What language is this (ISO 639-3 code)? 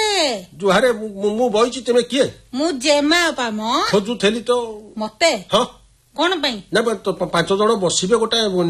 ori